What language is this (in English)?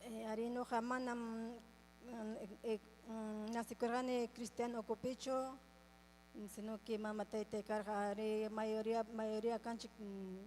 Ayacucho Quechua